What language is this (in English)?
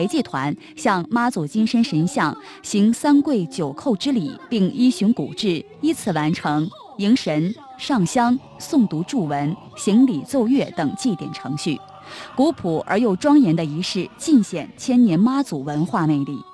Chinese